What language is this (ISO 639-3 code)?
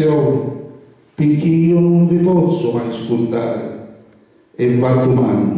scn